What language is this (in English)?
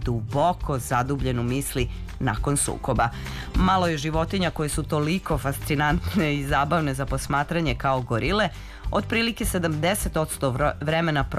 Serbian